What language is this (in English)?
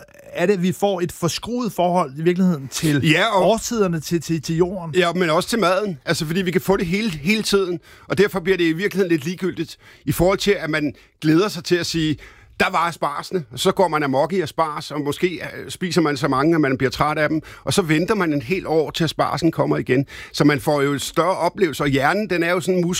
Danish